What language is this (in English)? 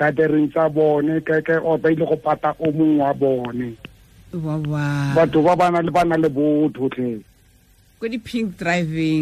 Tswana